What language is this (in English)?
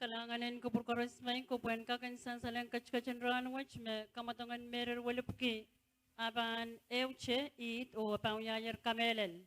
Pohnpeian